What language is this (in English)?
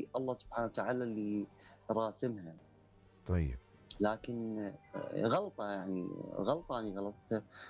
Mesopotamian Arabic